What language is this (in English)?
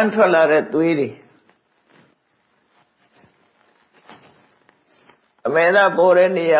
Burmese